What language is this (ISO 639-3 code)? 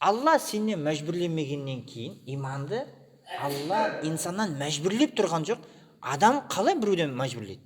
kaz